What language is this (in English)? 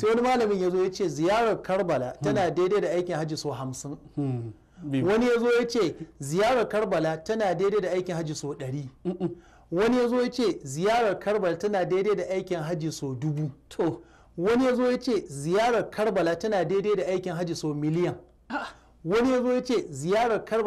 Hausa